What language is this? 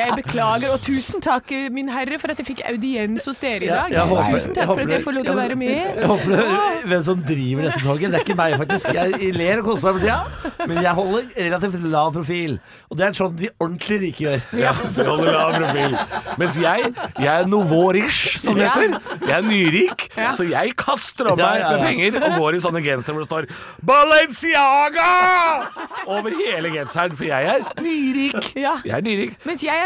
Norwegian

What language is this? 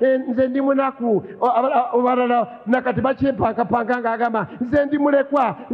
Ganda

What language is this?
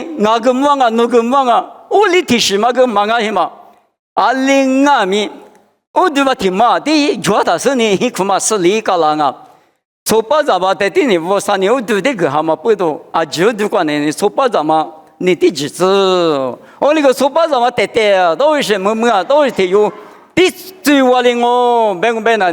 Lisu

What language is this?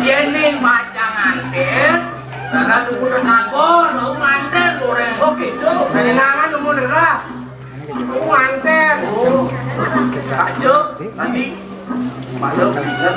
Balinese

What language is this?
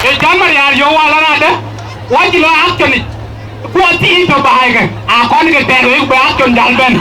Dinka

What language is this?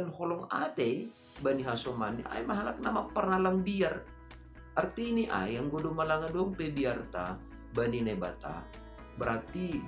Batak Simalungun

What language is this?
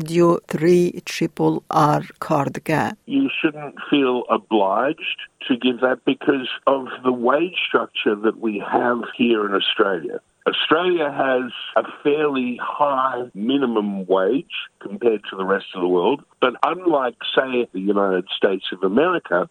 Kurdish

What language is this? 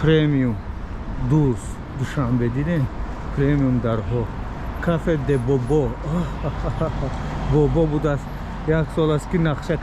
Tajik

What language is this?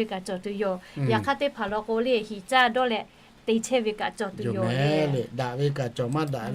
Lahu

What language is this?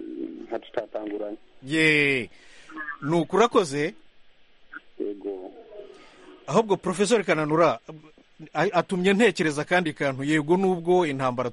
Kinyarwanda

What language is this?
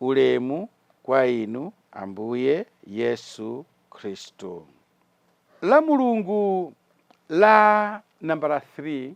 Nyanja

